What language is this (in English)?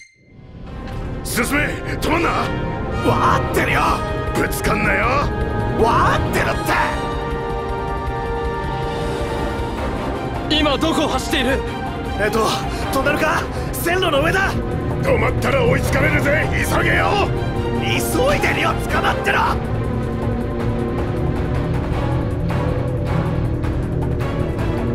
Japanese